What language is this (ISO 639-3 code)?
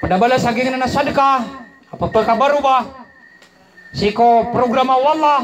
mrw